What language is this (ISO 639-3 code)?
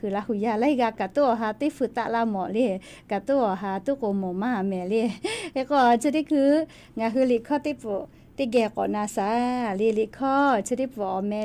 lhu